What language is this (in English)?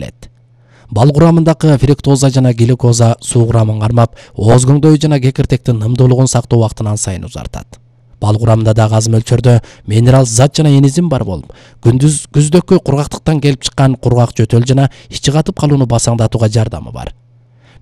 Kyrgyz